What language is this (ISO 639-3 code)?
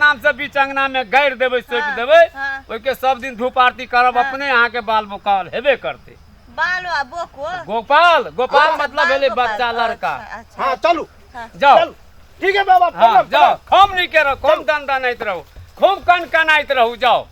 mai